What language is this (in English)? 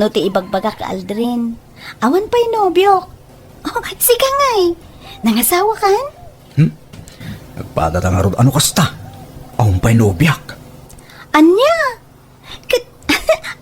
Iloko